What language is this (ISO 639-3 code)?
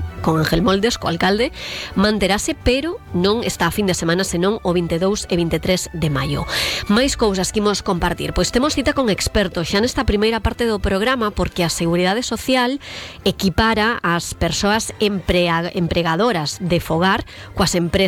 glg